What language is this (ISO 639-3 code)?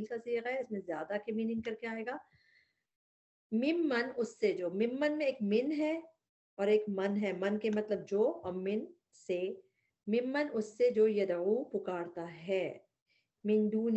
urd